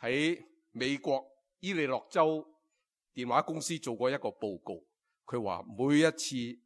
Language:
Cantonese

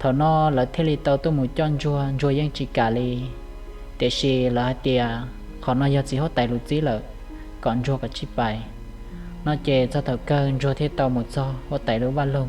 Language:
Hmong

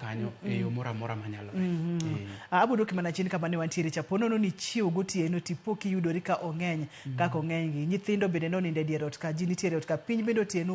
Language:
Luo (Kenya and Tanzania)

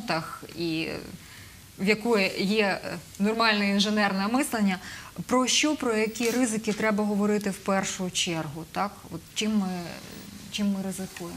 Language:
Ukrainian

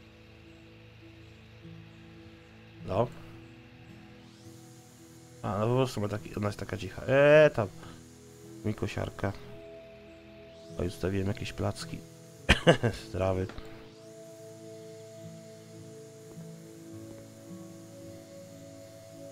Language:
Polish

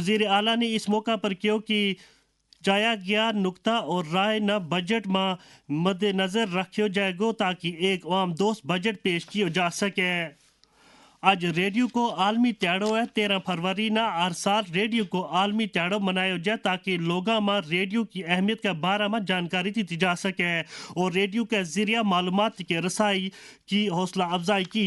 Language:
Gujari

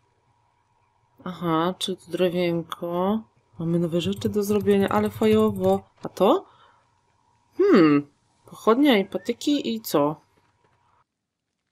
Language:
Polish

